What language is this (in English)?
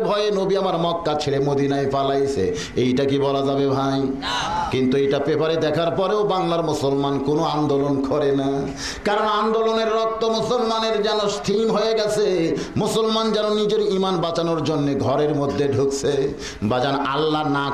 Bangla